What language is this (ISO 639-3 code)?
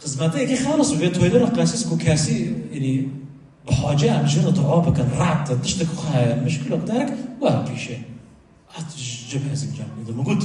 kur